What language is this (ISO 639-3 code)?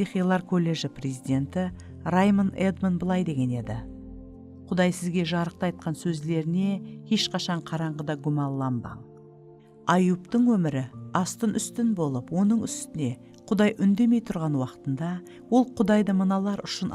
kaa